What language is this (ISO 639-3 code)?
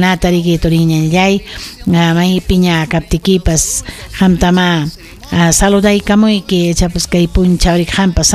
quy